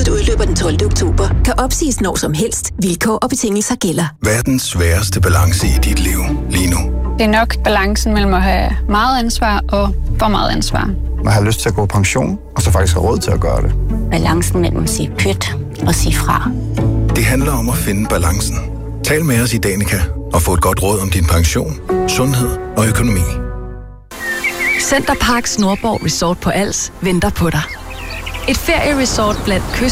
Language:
Danish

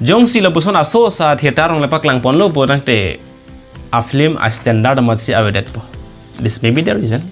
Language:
Karbi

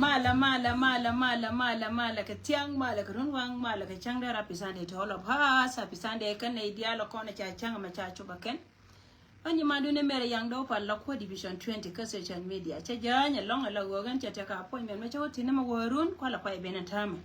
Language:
Nuer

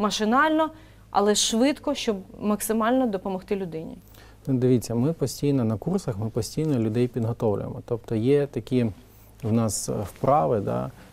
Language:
Ukrainian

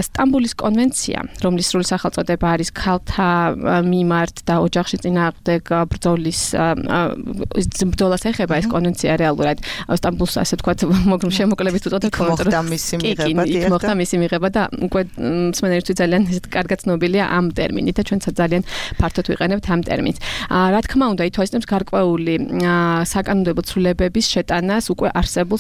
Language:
Georgian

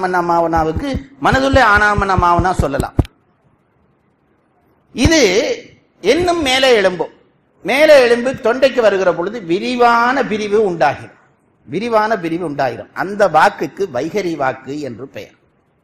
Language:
Tamil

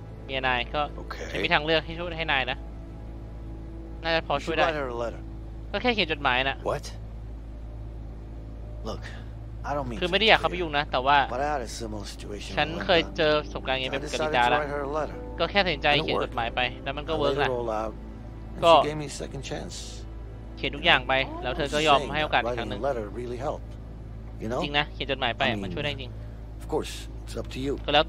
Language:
Thai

